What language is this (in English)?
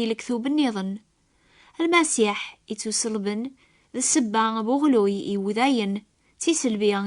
Kabyle